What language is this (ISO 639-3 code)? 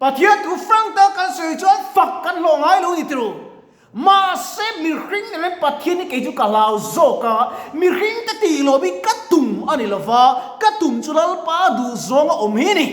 lus